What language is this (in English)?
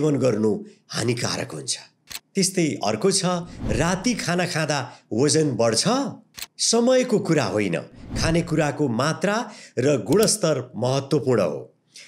Nepali